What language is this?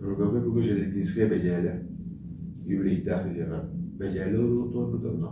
Yakut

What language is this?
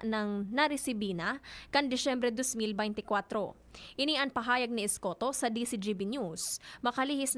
Bikol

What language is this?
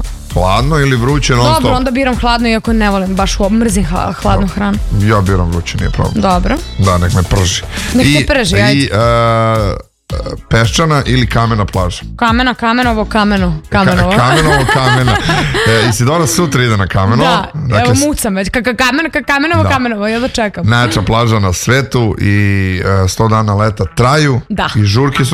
Serbian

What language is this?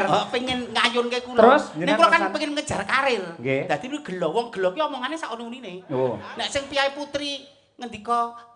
Javanese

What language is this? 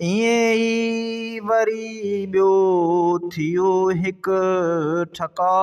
Sindhi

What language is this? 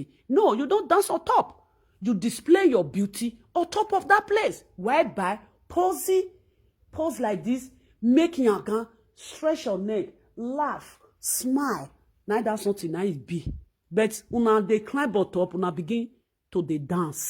Nigerian Pidgin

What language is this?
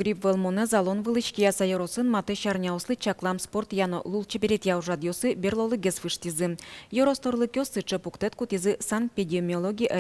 Udmurt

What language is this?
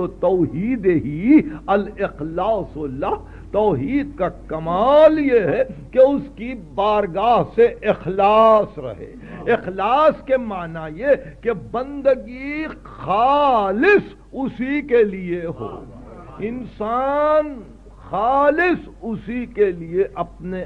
Urdu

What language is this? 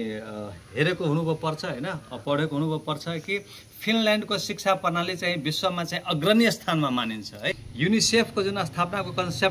Nepali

